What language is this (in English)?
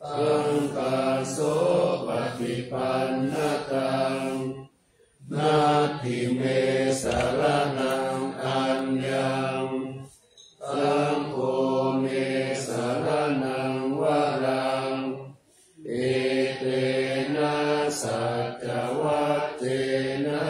Pali